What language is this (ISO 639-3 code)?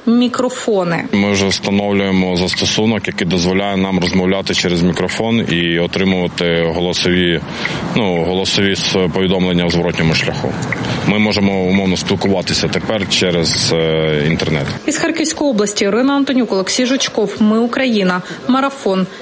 ukr